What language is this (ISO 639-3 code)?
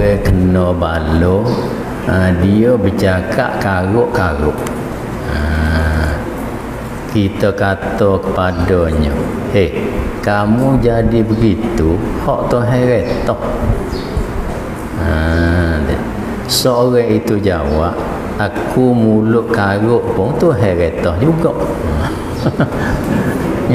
msa